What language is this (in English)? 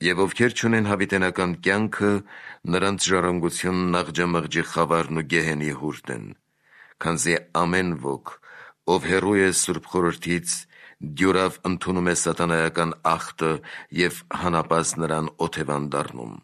Armenian